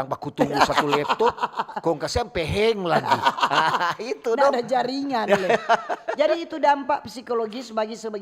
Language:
Manado Malay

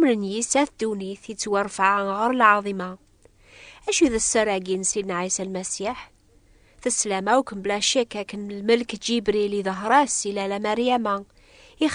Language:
Kabyle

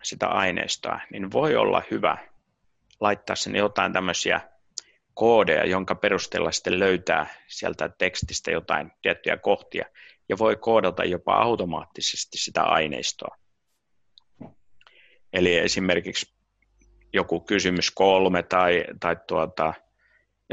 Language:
Finnish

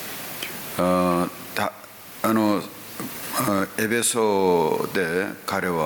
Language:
Japanese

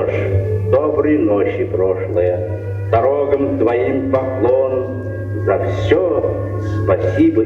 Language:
Bashkir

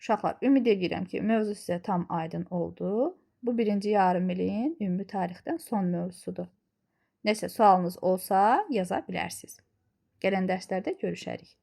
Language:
Azerbaijani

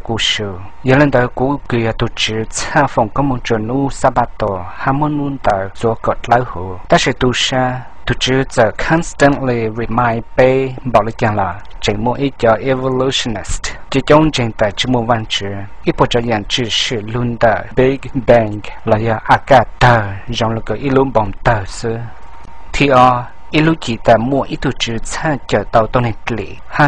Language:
Hmong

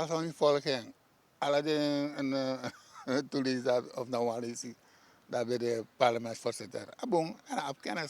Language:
Sranan Tongo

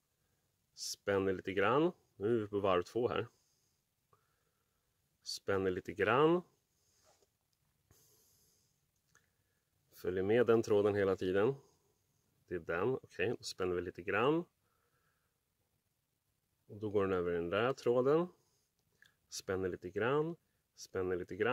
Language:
Swedish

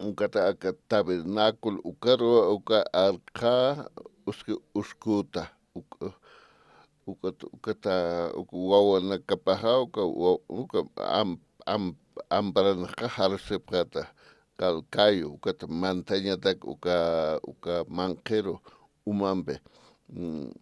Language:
Aymara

